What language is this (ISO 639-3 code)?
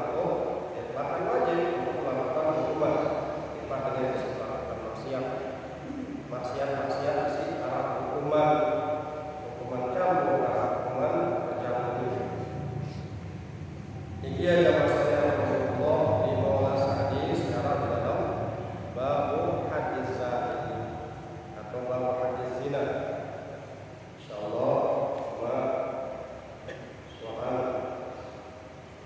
ind